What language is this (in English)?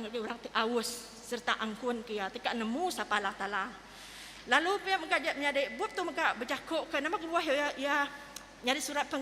Iban